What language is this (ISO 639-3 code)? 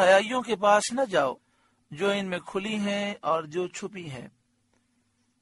urd